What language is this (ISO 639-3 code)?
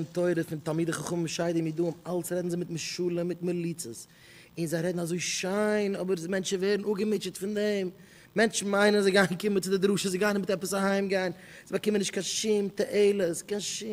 yid